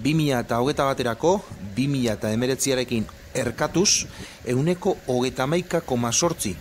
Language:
Basque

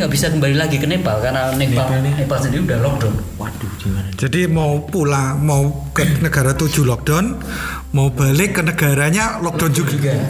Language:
Indonesian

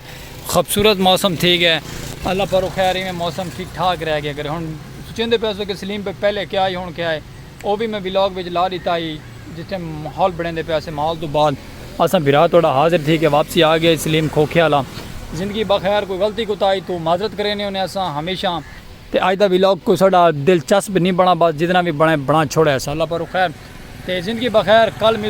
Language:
Saraiki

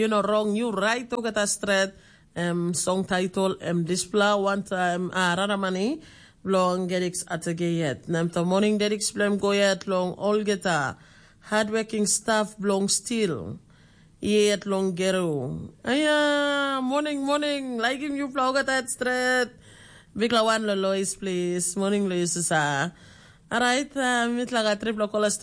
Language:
Tok Pisin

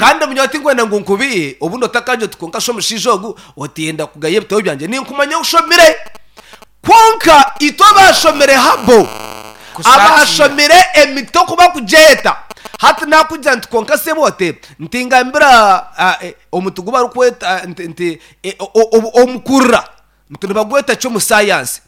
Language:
Nyankole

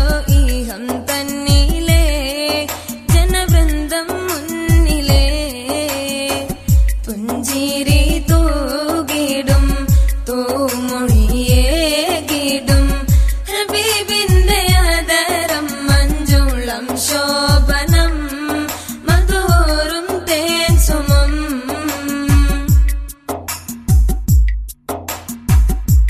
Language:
Malayalam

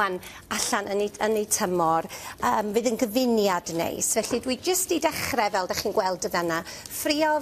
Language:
Welsh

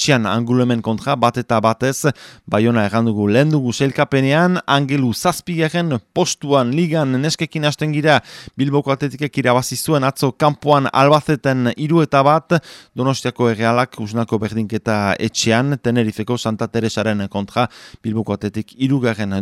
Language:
Basque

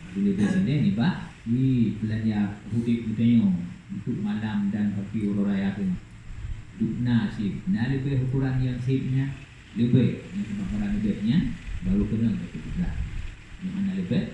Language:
Achinese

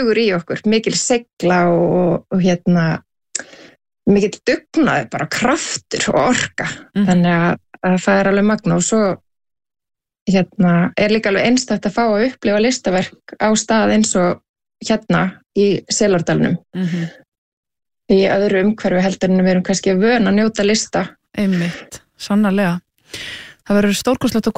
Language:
Icelandic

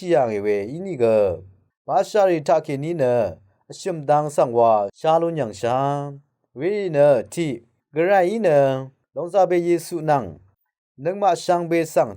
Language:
Rawang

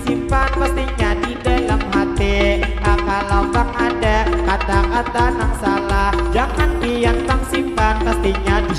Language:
Banjar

